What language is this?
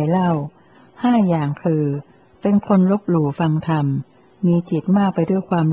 Thai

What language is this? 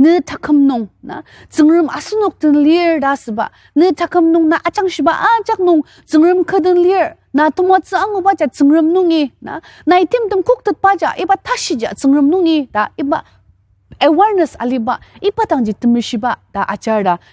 Ao Naga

